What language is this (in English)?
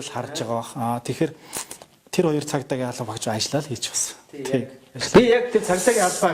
Mongolian